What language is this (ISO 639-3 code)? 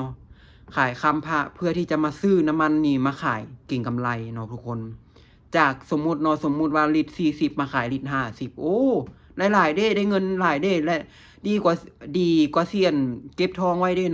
lao